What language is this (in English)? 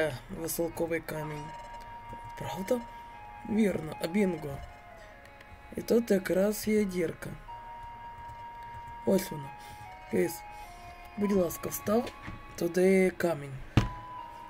Ukrainian